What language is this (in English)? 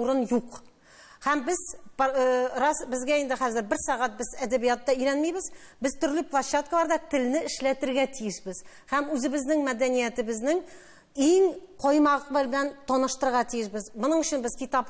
Tatar